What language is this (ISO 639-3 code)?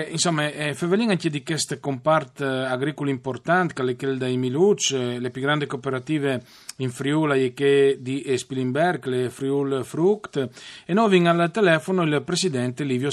fur